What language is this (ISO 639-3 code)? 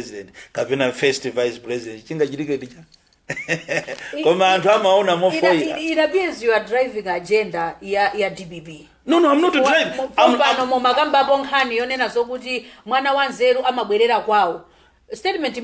nya